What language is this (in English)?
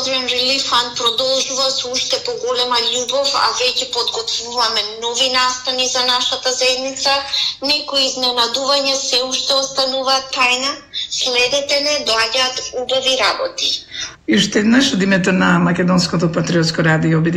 Macedonian